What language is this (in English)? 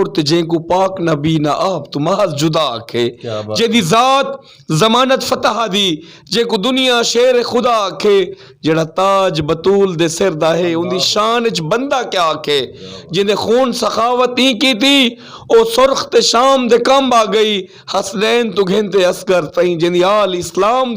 Saraiki